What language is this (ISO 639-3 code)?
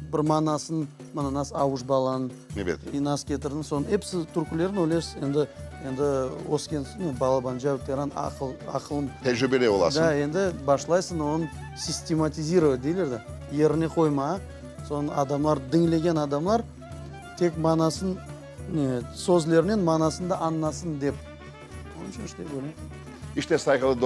crh